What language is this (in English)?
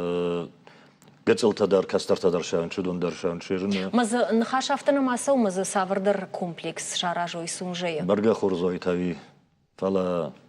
Ossetic